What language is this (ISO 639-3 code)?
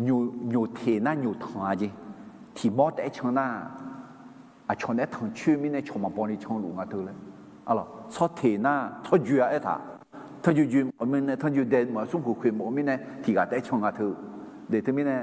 ahk